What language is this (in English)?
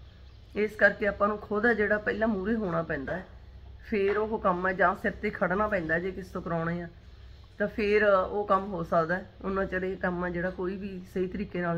Punjabi